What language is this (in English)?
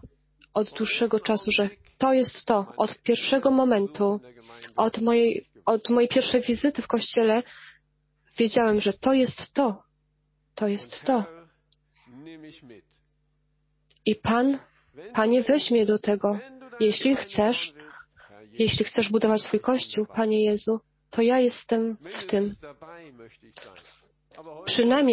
Polish